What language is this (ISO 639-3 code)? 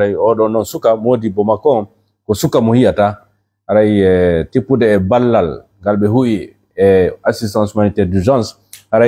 ful